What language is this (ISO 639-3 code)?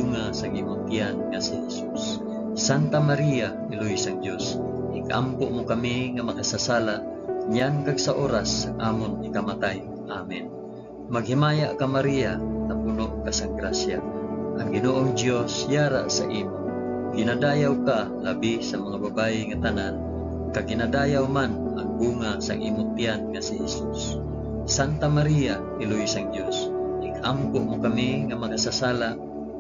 hil